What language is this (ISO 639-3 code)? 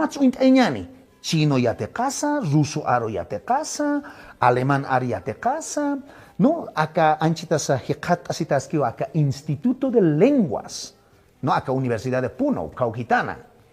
aym